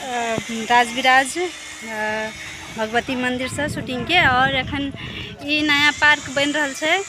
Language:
Maithili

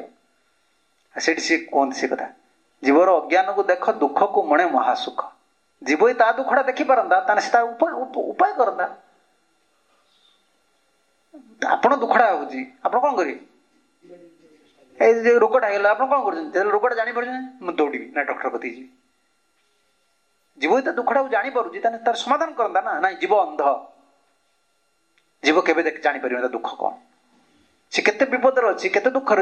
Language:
Odia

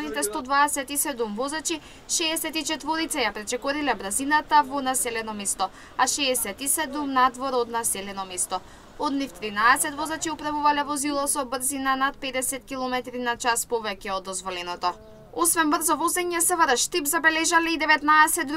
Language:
Macedonian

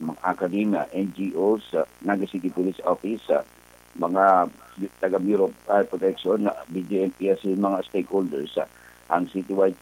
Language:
Bikol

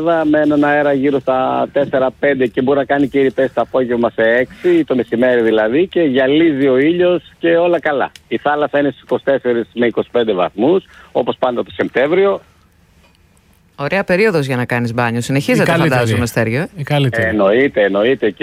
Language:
Greek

